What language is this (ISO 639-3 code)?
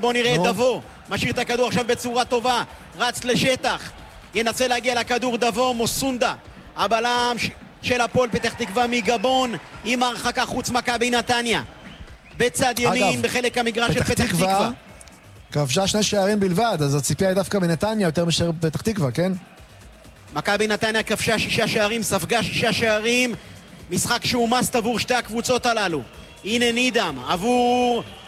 heb